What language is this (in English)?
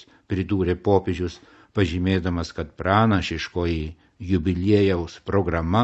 Lithuanian